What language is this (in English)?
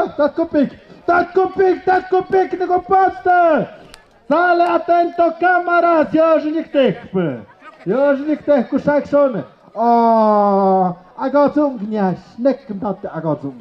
Tlahuitoltepec Mixe